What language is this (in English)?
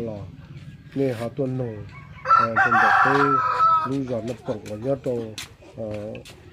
Hmong